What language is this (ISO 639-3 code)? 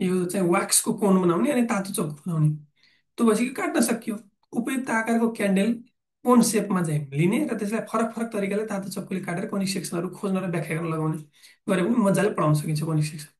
nep